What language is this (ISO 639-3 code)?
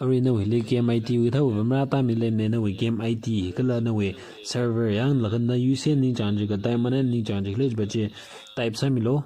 nmf